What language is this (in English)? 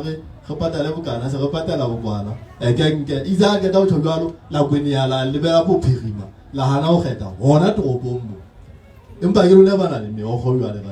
Southern Sotho